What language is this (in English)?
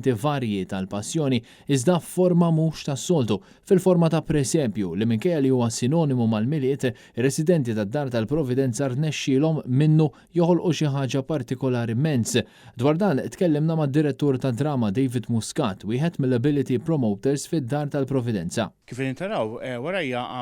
Maltese